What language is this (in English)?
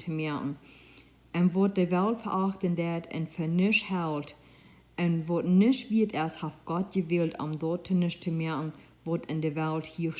Plautdietsch